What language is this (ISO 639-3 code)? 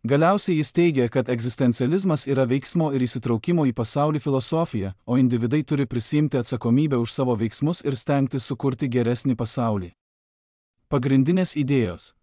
lit